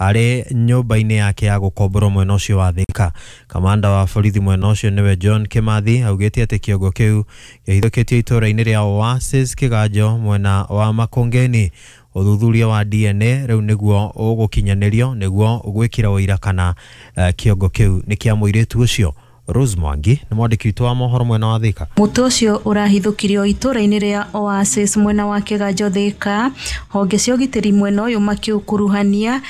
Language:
Kikuyu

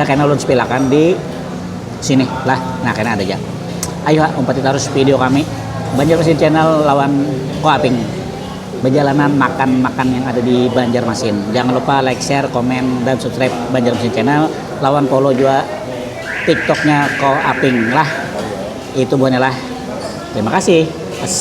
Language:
Banjar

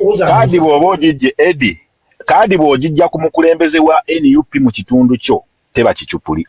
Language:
Ganda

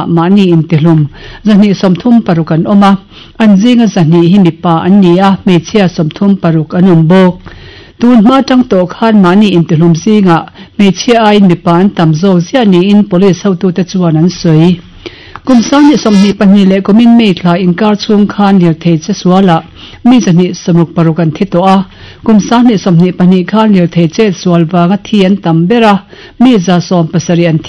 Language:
Mizo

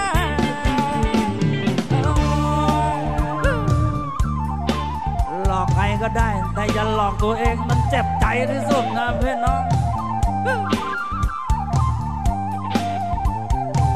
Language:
Thai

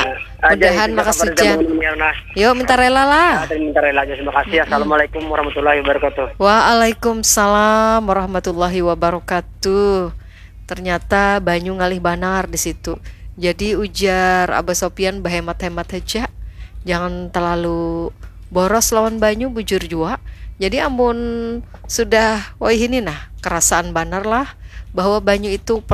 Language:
Banjar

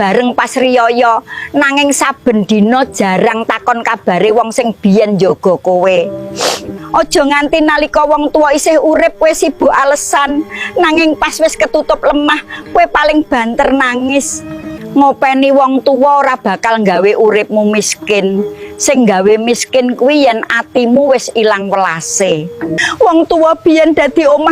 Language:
Javanese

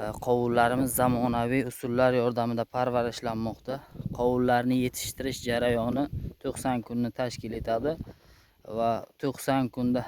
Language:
Uzbek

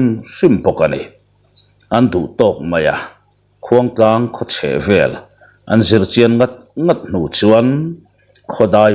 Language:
Mizo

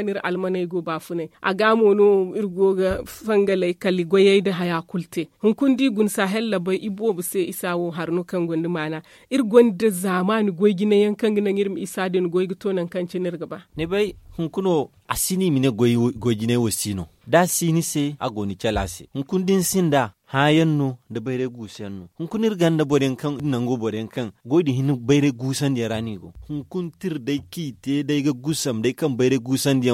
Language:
Zarma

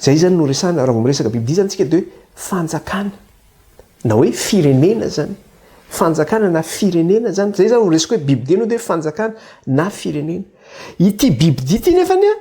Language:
Malagasy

